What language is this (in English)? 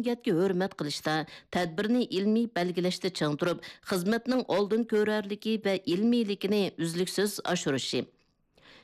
Uyghur